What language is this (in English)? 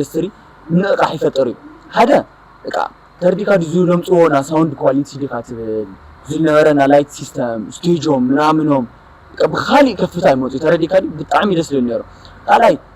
Tigrinya